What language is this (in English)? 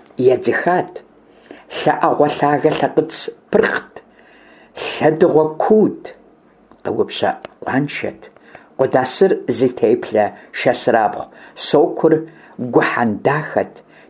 Kabardian